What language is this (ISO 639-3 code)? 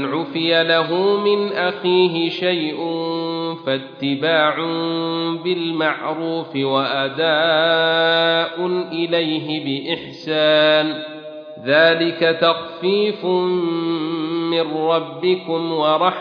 ara